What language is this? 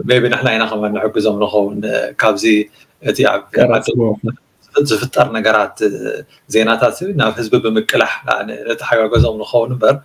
Tigrinya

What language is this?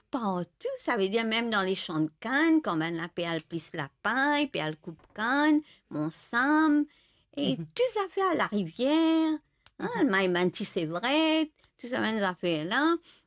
Morisyen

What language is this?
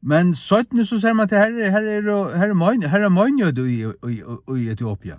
Faroese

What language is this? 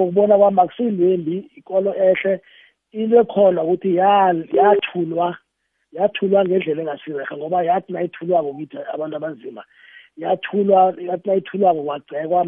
South Ndebele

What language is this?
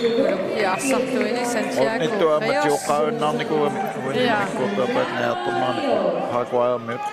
Kalaallisut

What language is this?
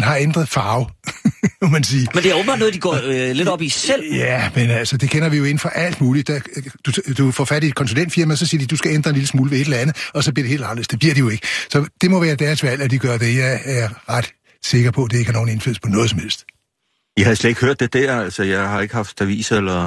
Danish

